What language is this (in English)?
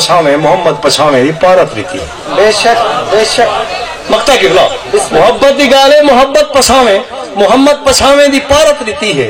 Saraiki